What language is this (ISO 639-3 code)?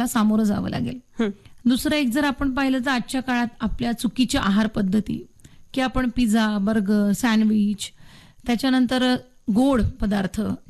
mar